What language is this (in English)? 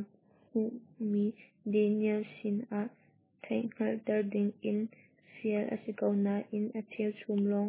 Hakha Chin